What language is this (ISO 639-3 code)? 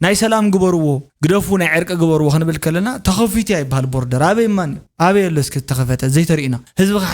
tir